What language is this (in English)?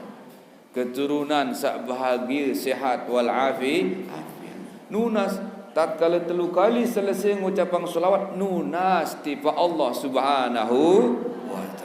Sasak